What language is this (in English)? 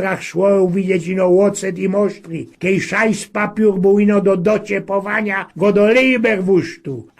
Silesian